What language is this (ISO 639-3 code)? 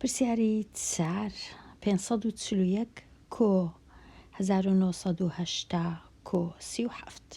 ckb